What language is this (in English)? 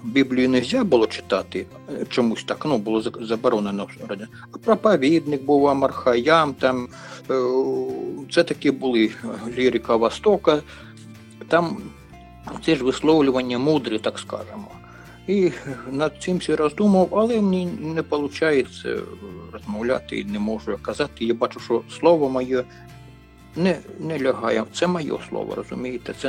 Ukrainian